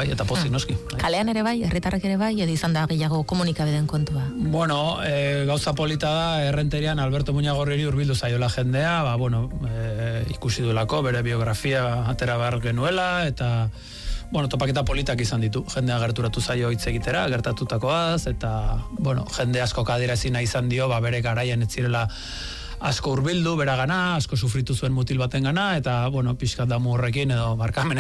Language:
Basque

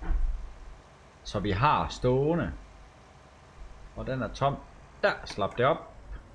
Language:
Danish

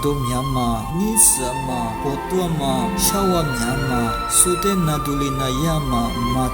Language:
Lisu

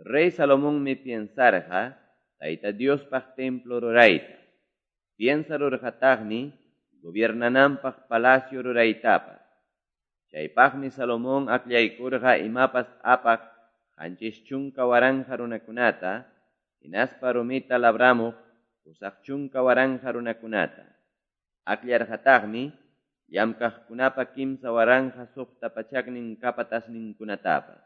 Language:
Quechua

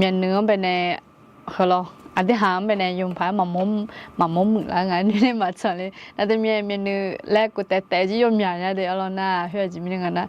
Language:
Akha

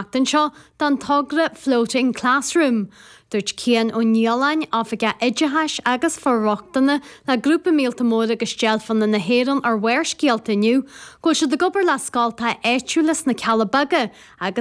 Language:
Irish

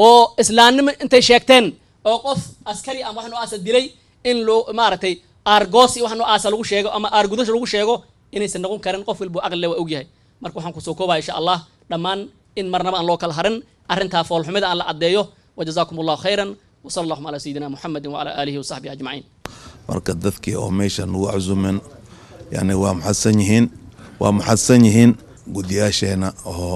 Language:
Somali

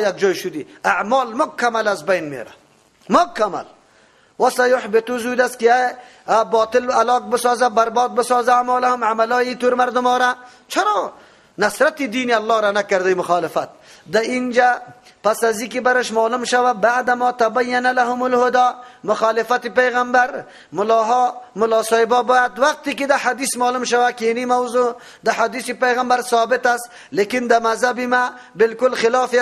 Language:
Persian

